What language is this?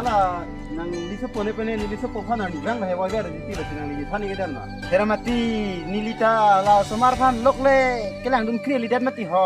Karbi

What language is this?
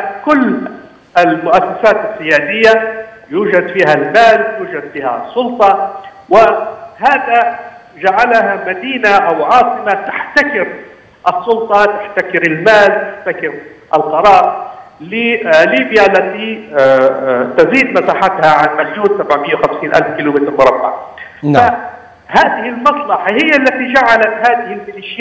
Arabic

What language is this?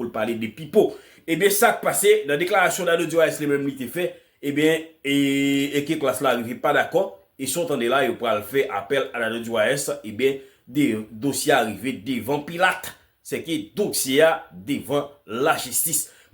Haitian Creole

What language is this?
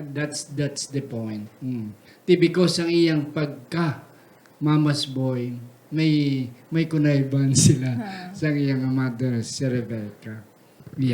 Hiligaynon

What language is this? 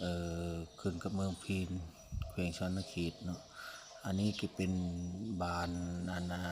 Lao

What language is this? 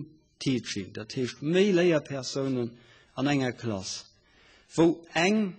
Luxembourgish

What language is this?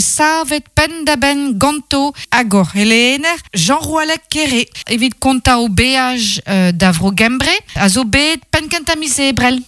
Breton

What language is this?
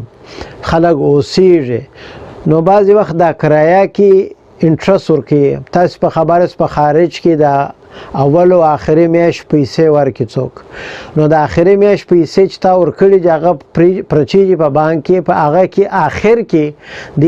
Pashto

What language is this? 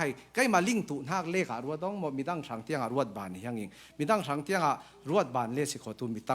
Falam Chin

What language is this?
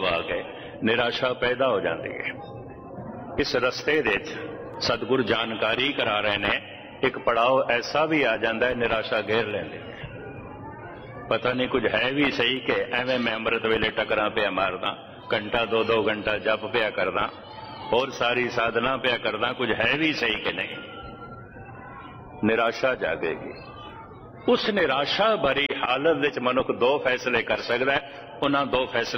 Punjabi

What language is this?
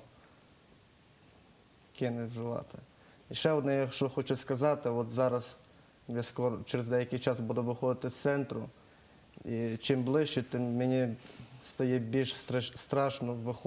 Ukrainian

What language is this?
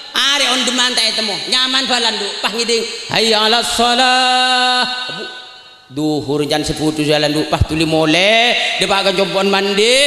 Madurese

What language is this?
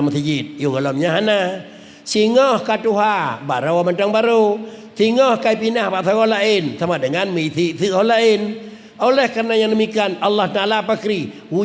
Achinese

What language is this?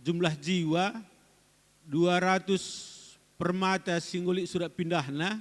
Batak Karo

